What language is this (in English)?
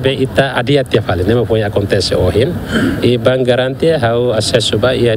Tetum